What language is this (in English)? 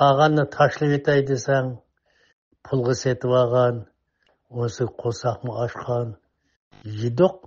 Uyghur